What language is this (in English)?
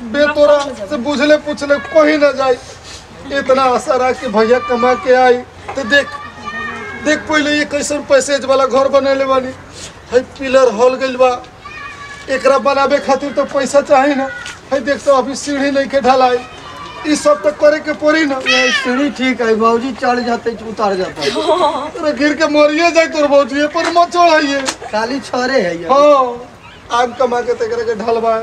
Bhojpuri